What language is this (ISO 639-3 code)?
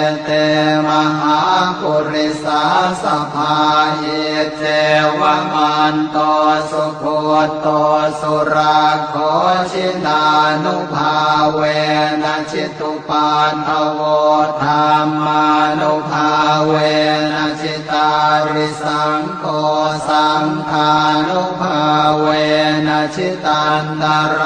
pli